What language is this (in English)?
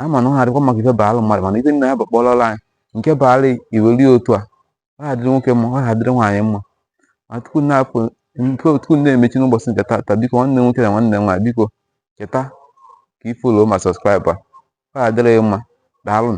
Igbo